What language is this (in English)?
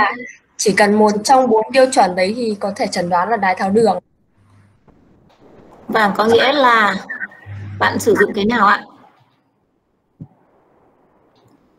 Vietnamese